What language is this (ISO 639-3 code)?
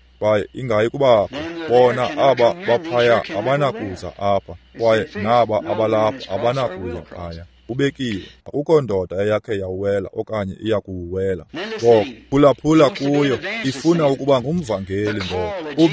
xho